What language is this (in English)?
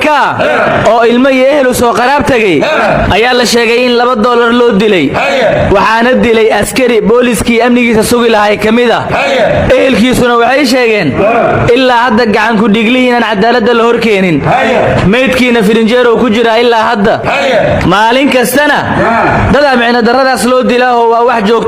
Somali